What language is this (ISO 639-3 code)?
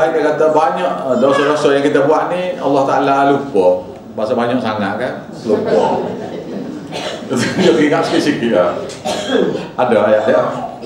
msa